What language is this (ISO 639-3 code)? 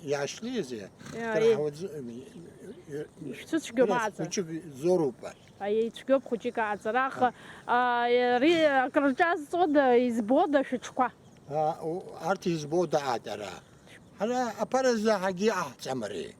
abk